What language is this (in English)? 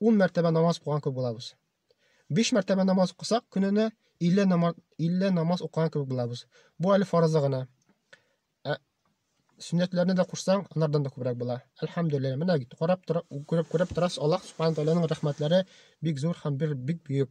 Tatar